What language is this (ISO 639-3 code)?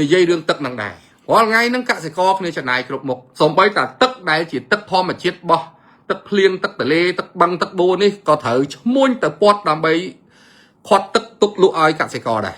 khm